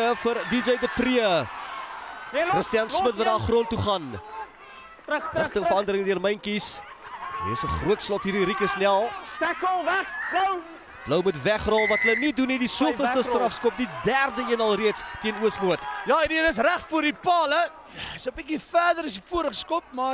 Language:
Afrikaans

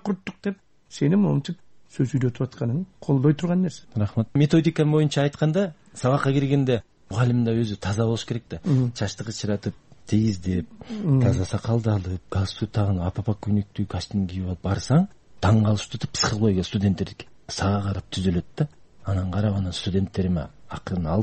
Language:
Kyrgyz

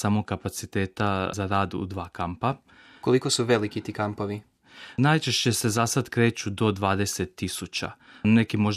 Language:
Croatian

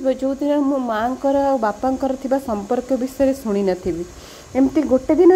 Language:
Odia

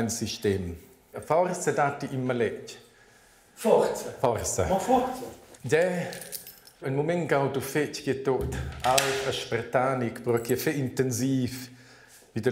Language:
Romansh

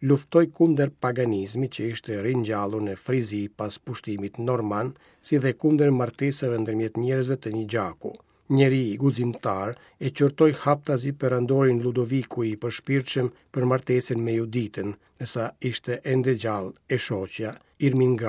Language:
Albanian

